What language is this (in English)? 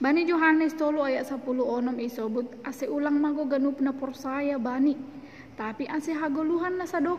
Batak Simalungun